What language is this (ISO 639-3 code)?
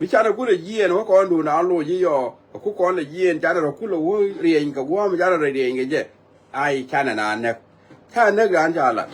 nus